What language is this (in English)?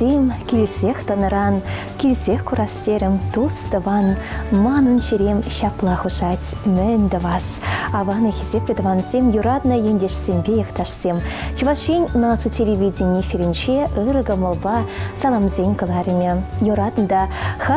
Chuvash